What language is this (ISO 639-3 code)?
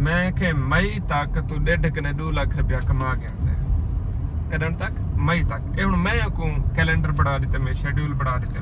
skr